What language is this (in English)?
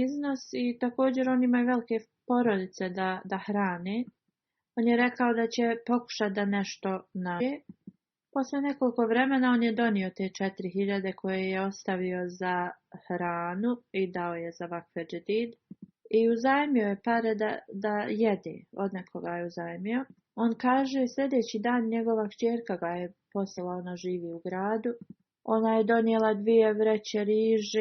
Bosnian